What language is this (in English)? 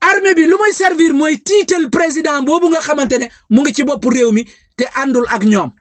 Wolof